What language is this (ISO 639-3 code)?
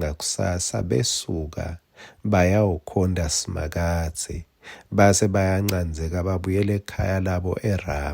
ssw